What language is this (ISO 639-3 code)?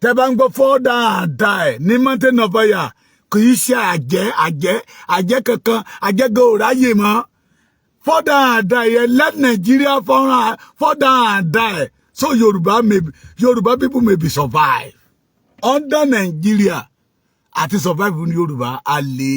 yor